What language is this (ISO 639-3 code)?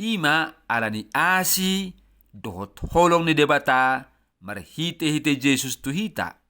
bbc